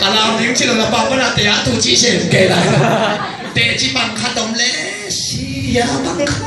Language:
Tedim Chin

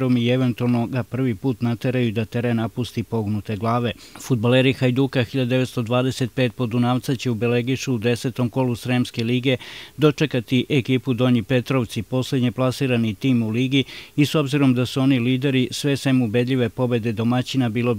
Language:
Serbian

